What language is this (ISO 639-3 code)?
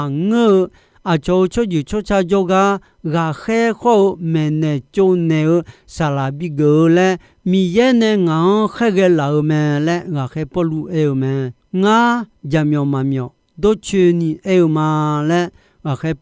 ahk